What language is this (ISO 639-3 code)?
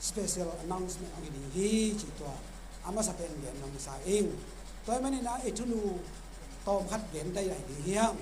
ctd